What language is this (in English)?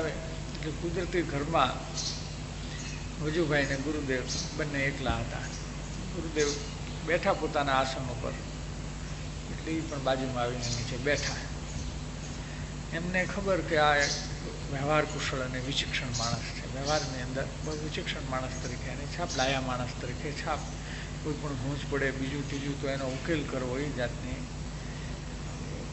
Gujarati